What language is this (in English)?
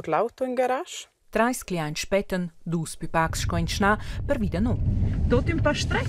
Romansh